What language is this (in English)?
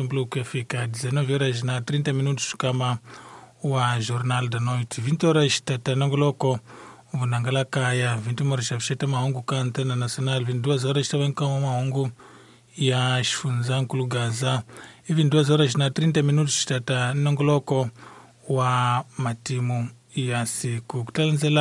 Tsonga